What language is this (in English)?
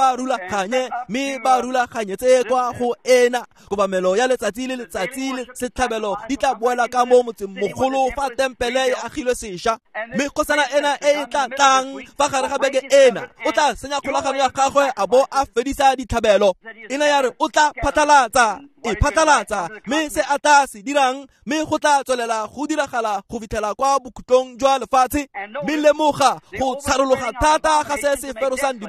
Tswana